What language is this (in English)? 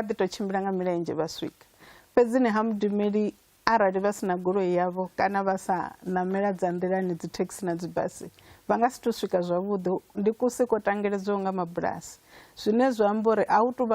Venda